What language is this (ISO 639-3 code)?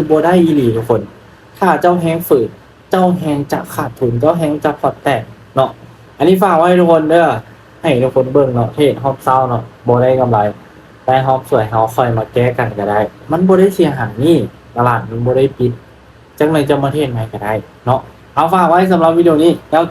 lao